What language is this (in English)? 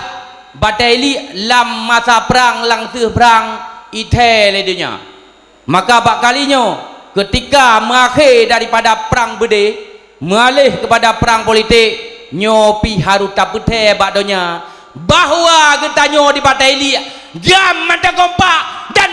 Achinese